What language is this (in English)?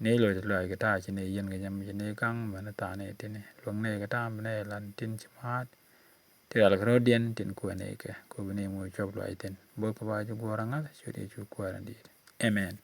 Nuer